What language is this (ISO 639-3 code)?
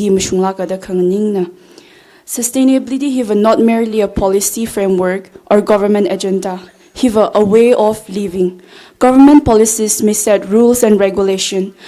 nmf